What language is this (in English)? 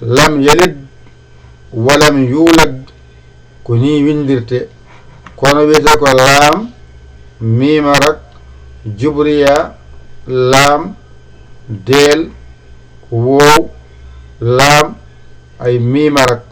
Fula